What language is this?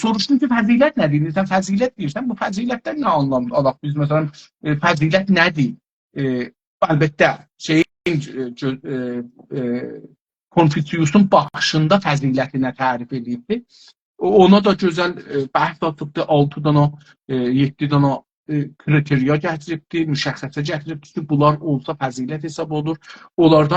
South Azerbaijani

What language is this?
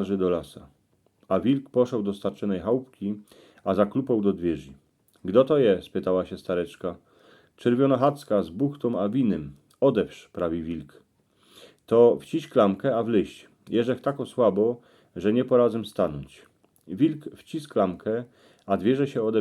Silesian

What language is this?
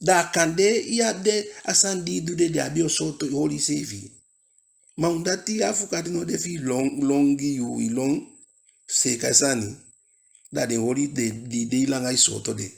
Eastern Maroon Creole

